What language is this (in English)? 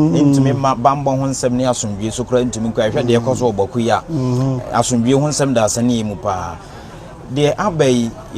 Akan